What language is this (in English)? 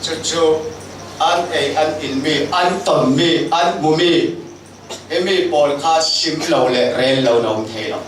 Falam Chin